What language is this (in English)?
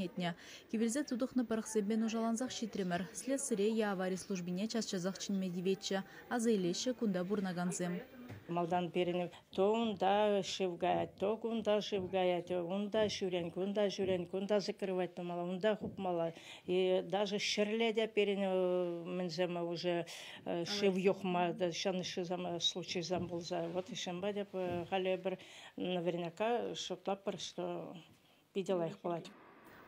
Chuvash